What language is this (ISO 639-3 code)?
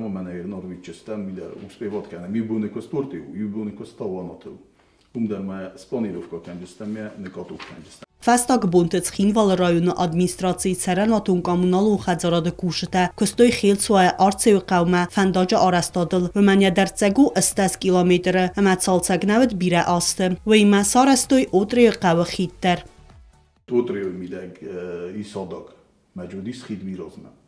oss